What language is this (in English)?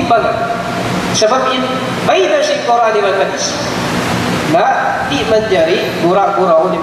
Tausug